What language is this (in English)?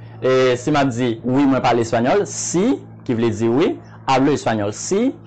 Haitian Creole